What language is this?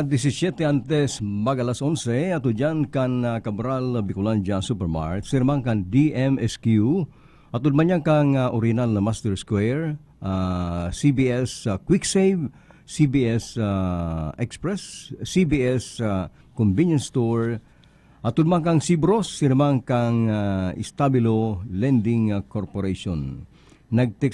Bikol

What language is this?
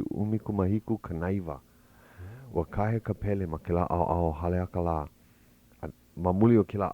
Hawaiian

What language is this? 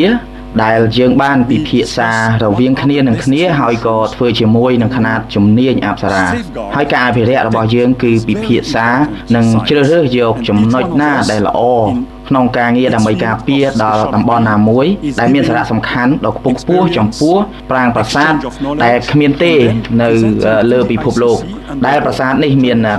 Khmer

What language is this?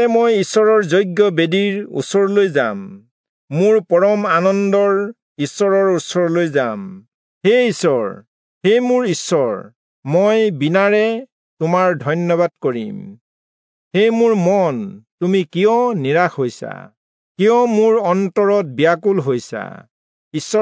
Assamese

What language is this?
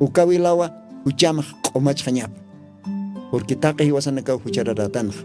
Aymara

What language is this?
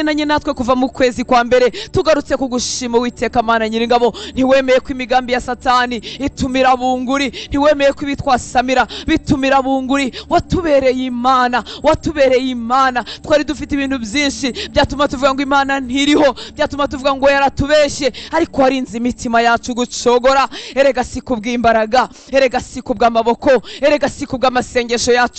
Kinyarwanda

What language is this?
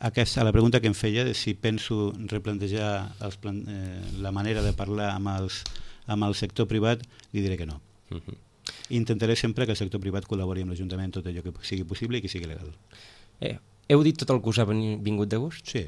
Catalan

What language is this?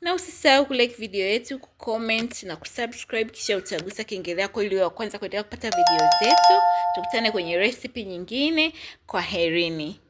Swahili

